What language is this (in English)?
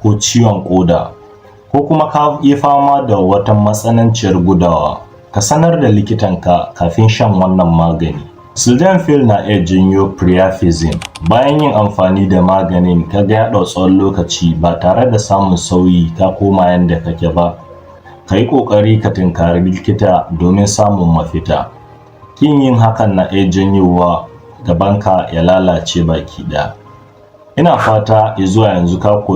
Hausa